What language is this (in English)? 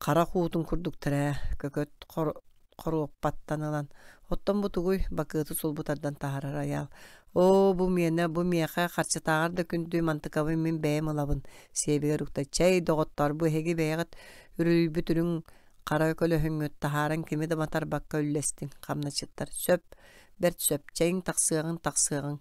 Yakut